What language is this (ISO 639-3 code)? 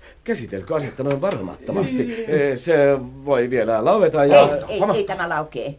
fin